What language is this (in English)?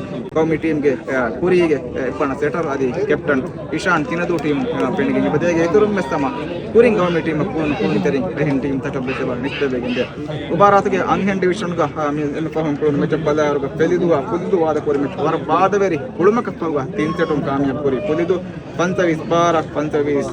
Divehi